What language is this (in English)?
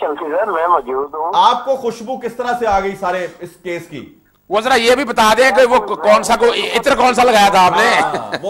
Urdu